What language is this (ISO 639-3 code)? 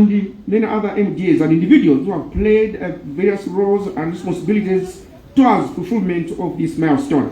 nya